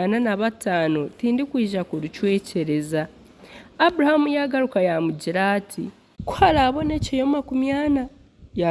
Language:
Nyankole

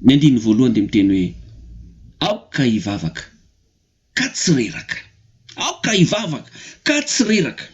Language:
Malagasy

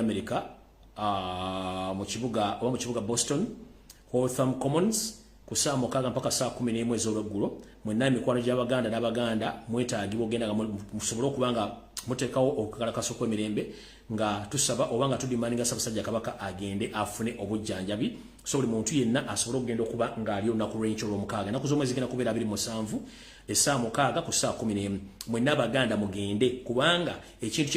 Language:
Ganda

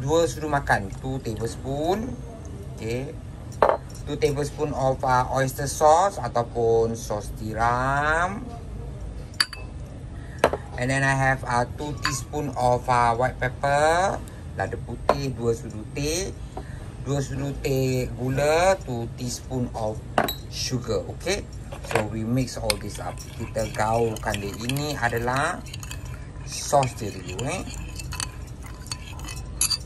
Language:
Malay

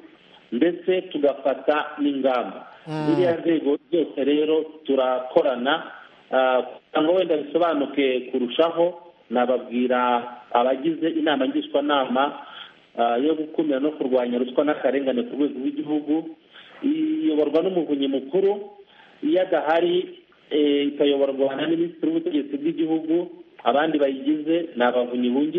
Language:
Kinyarwanda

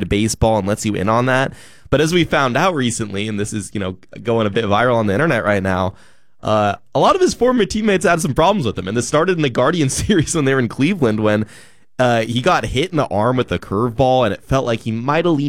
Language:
English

